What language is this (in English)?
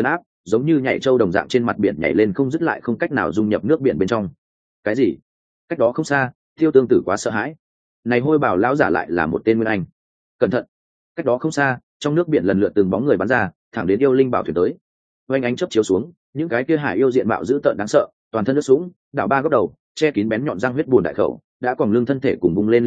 Vietnamese